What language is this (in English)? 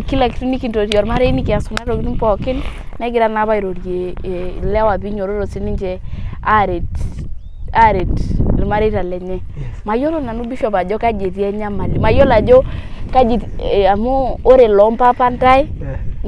Masai